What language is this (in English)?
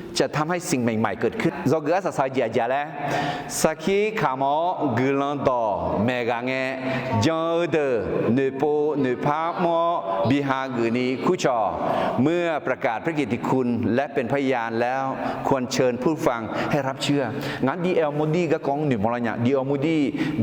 Akha